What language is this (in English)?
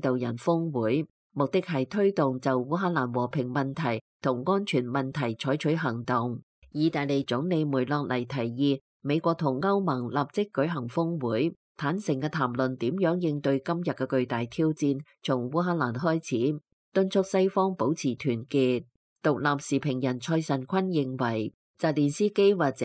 Cantonese